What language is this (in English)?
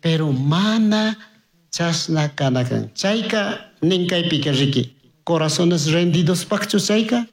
Chimborazo Highland Quichua